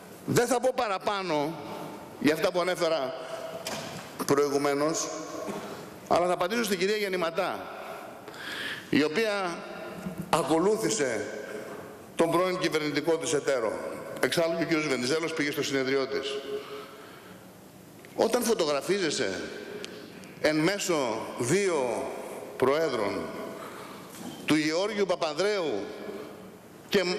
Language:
Greek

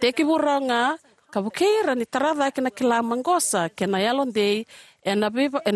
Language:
Fijian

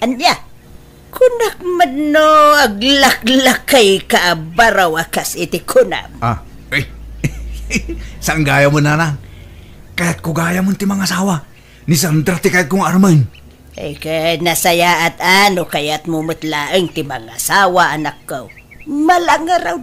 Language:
Iloko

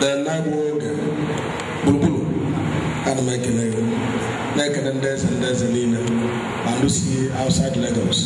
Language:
Igbo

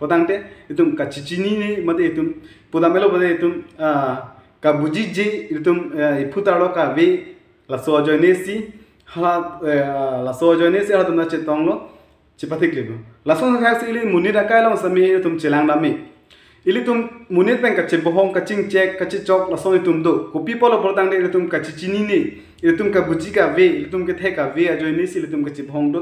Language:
Karbi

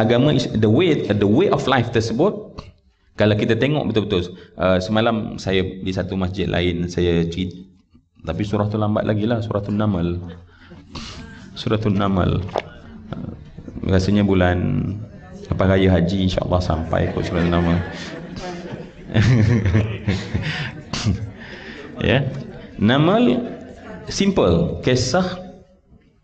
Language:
Malay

